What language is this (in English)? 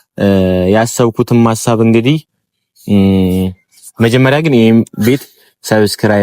Amharic